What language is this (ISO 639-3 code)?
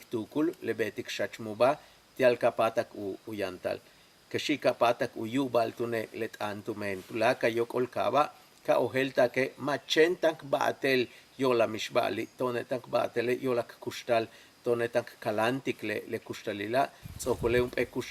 yua